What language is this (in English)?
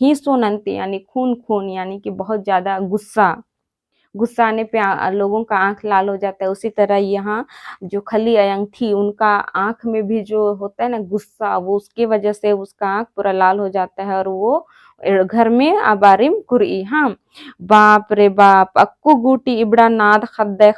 Kurukh